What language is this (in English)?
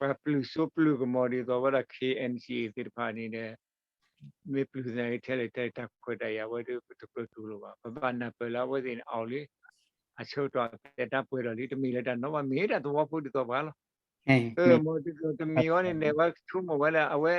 S'gaw Karen